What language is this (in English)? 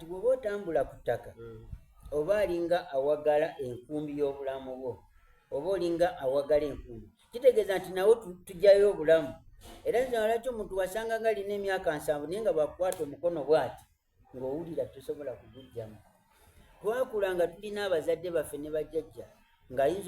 Soga